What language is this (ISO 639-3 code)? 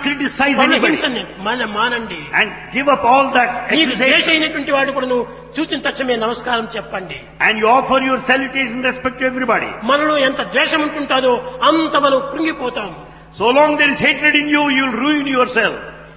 tel